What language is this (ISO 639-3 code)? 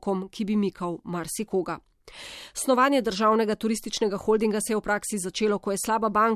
slv